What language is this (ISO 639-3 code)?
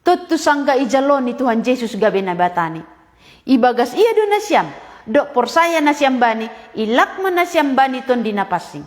bts